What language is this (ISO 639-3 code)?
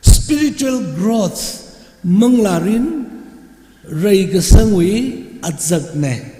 nmf